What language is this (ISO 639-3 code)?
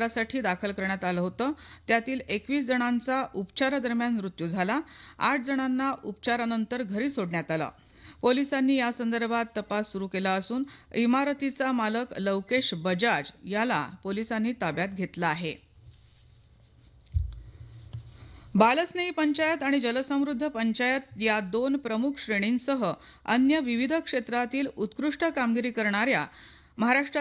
mar